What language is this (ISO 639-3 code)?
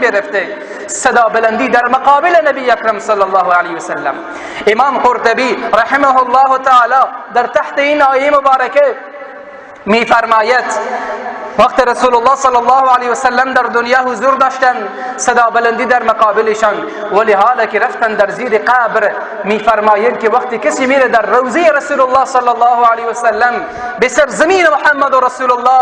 fas